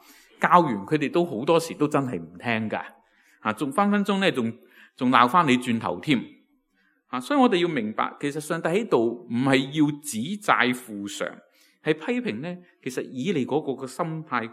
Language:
Cantonese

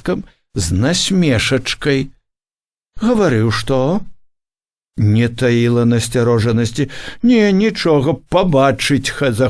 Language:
Belarusian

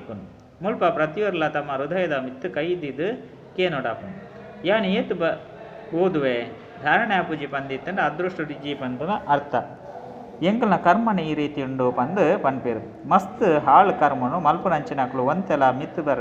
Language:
Tulu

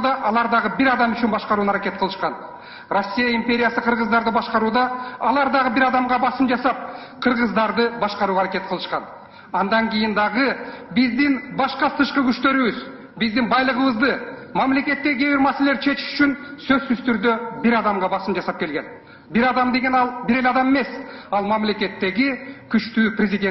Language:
Kyrgyz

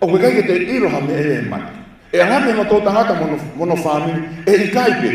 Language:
Tongan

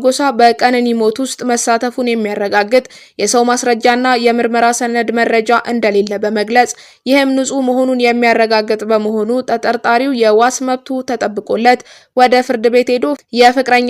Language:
Amharic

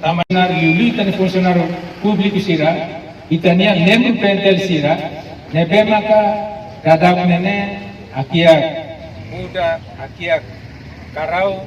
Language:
Tetum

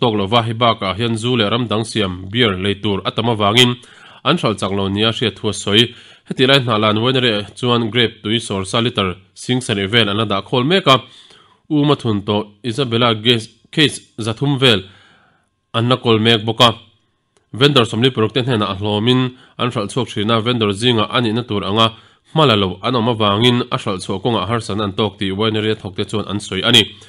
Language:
Mizo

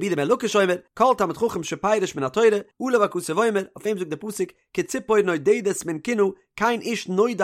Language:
Yiddish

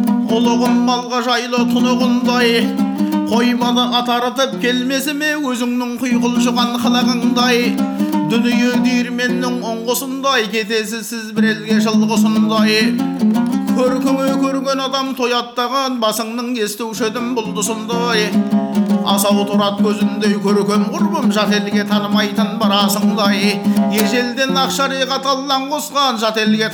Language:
Kazakh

